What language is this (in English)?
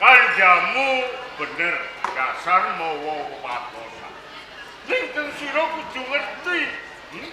Javanese